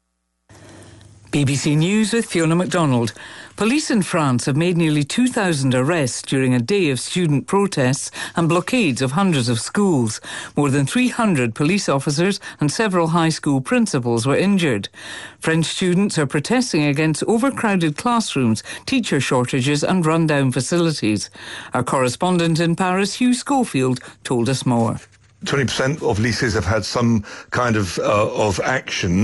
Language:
English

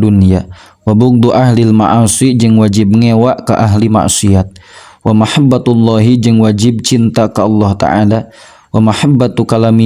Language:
Sundanese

